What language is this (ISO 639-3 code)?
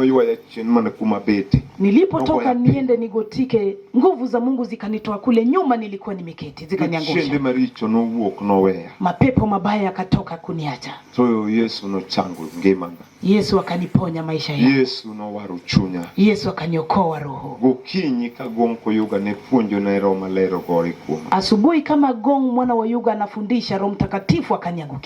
luo